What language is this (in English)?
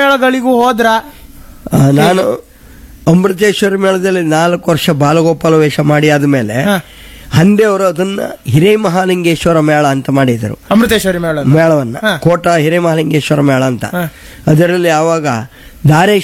Kannada